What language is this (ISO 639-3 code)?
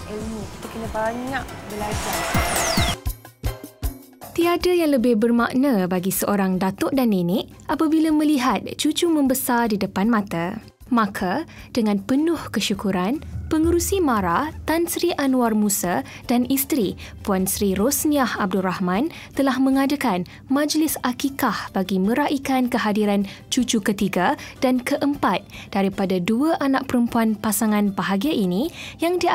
msa